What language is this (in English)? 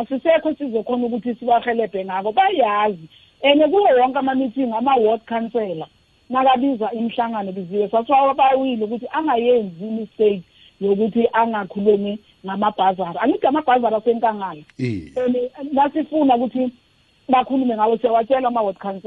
South Ndebele